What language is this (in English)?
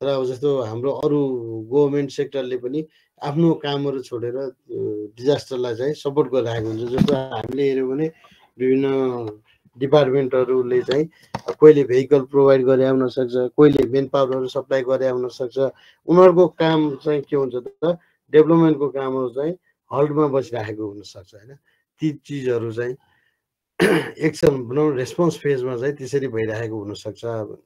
Nepali